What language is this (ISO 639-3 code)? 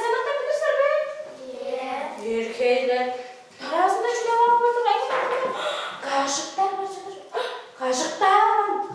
tyv